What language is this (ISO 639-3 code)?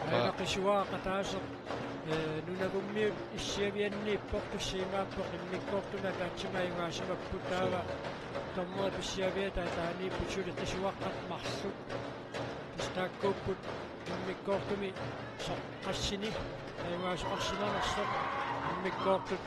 kal